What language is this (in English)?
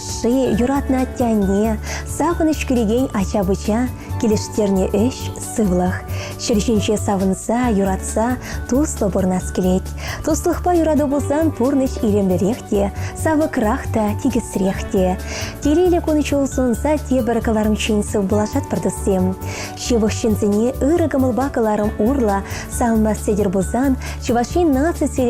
Chuvash